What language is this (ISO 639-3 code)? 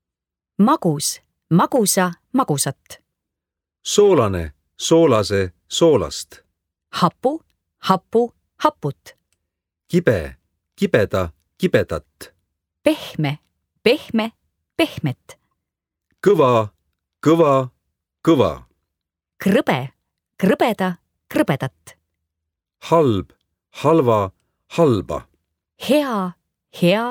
est